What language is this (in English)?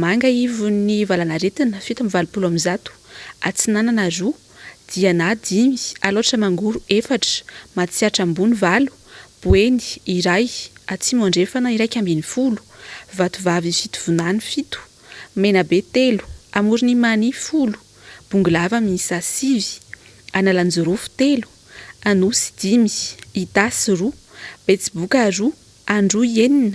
Malagasy